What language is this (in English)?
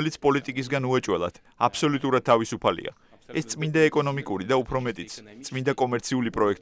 Georgian